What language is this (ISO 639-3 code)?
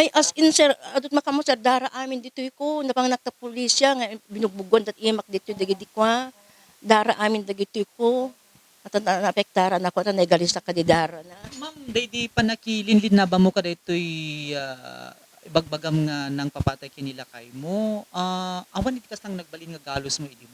ilo